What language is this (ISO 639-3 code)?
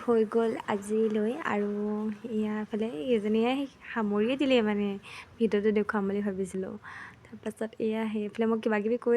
asm